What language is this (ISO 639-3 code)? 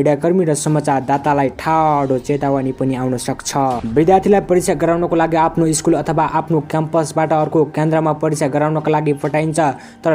nep